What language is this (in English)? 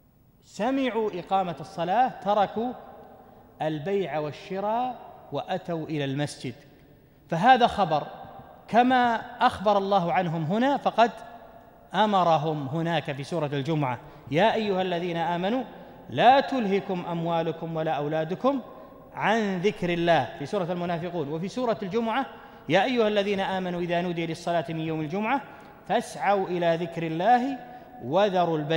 Arabic